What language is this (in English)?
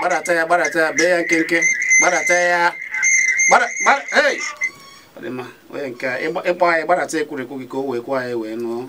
Igbo